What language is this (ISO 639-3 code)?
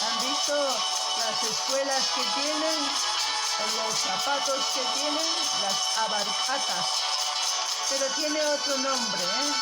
quh